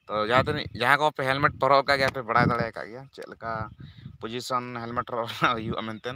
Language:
Santali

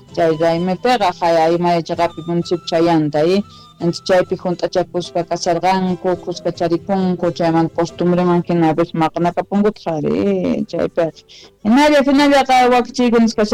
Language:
South Bolivian Quechua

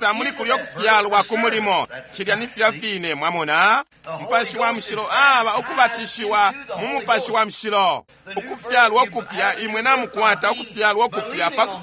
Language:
Bemba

